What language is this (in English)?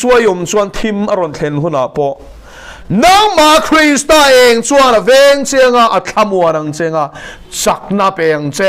Mizo